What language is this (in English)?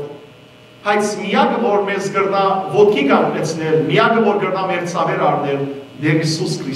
Western Armenian